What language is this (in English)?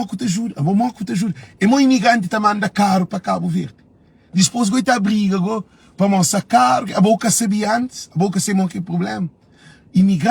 Kabuverdianu